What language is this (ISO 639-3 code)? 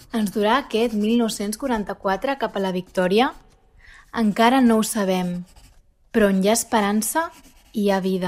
cat